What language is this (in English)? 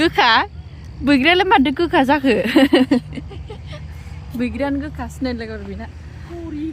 Bodo